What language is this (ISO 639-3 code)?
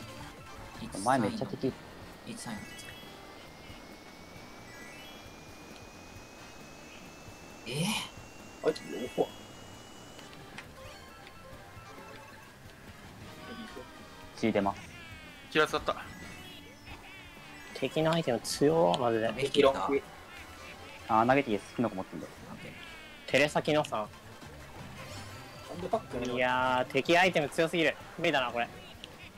jpn